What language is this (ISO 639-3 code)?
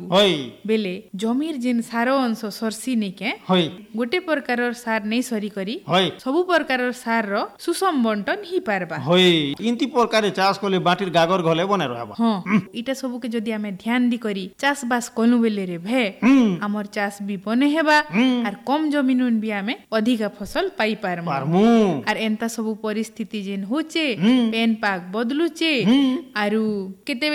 ori